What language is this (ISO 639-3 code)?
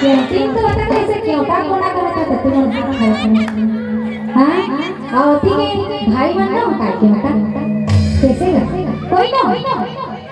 hne